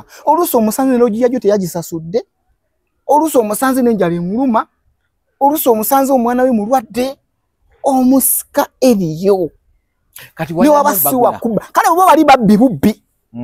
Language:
Ganda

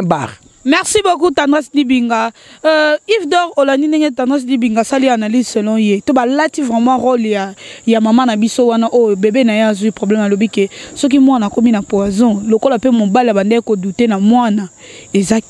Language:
Lingala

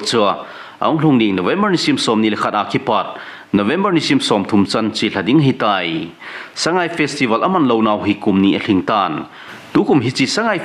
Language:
Thado Chin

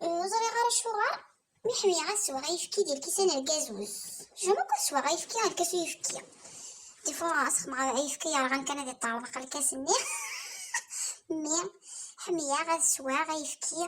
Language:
Kabyle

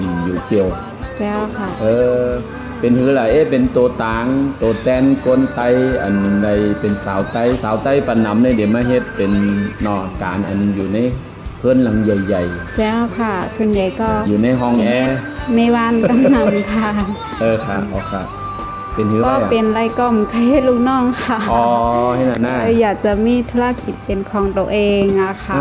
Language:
Shan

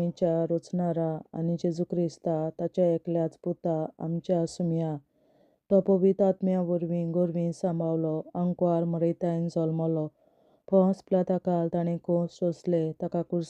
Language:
Konkani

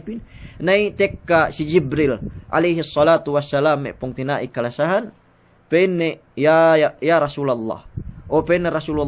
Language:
Yakan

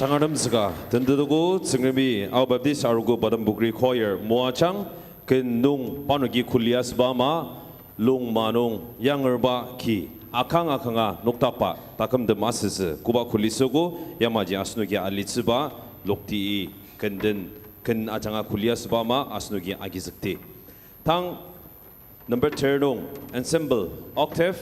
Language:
Ao Naga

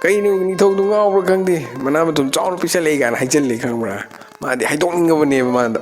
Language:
Manipuri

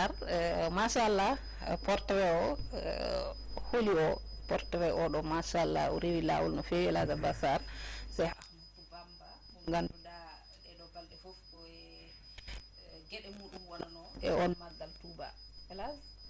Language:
Fula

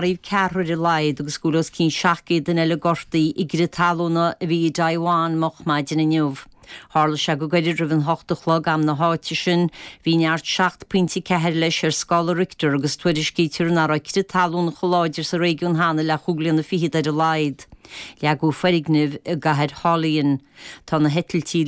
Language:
Irish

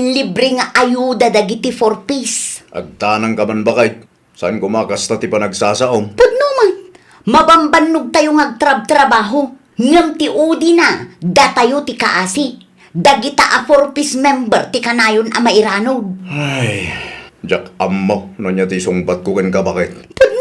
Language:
Iloko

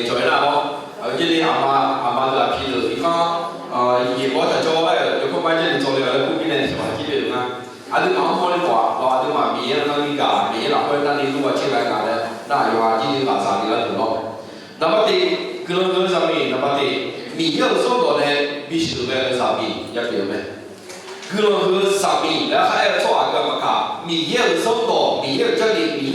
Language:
Akha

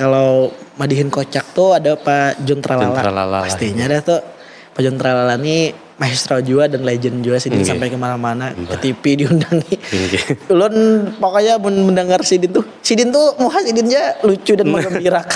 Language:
Banjar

